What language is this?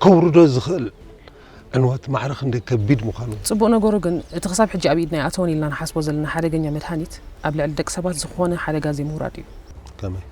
Tigrinya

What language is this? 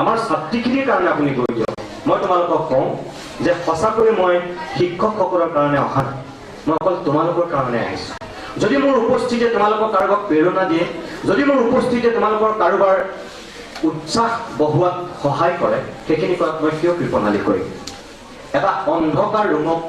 Assamese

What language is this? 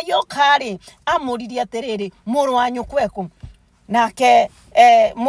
Kikuyu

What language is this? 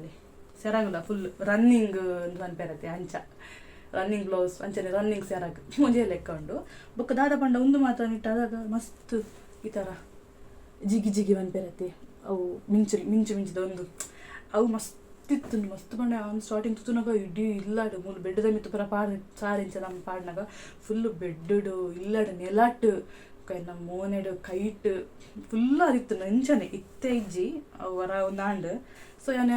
Tulu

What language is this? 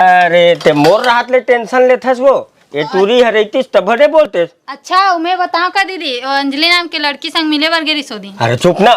Chhattisgarhi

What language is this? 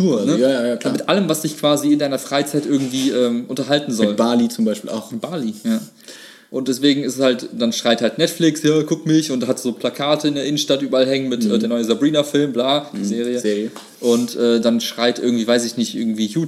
German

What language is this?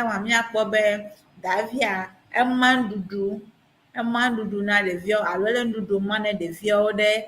Ewe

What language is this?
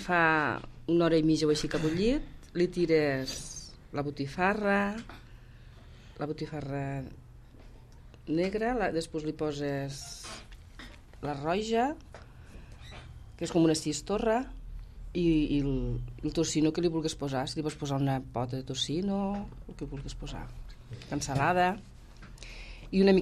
Catalan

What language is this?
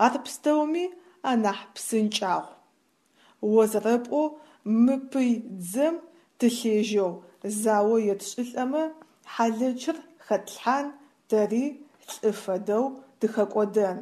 Adyghe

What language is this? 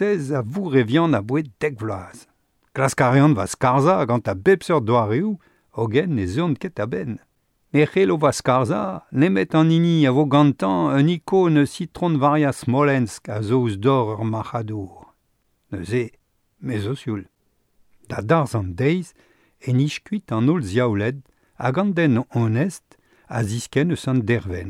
Breton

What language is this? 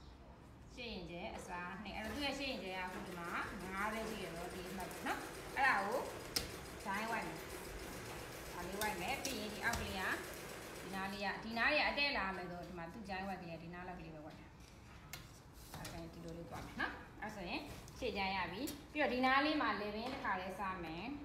Burmese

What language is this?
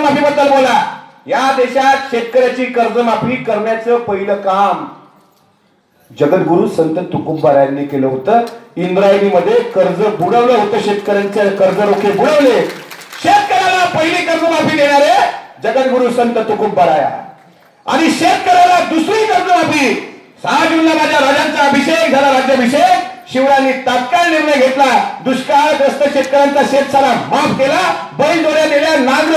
Marathi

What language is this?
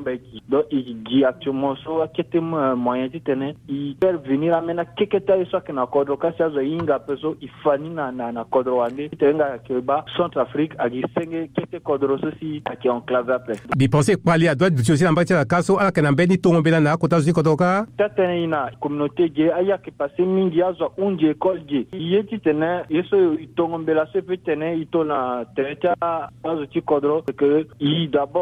Sango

